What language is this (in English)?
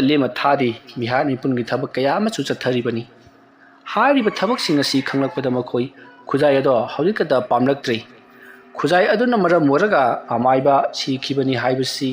Manipuri